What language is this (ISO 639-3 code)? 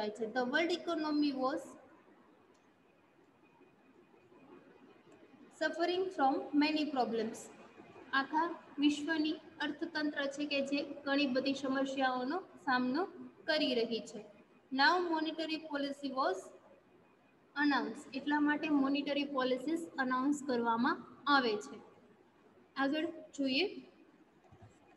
guj